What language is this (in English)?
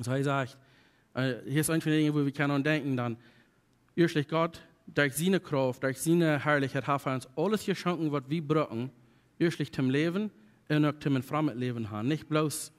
Plautdietsch